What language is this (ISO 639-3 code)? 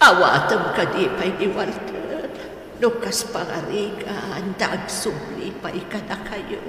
ilo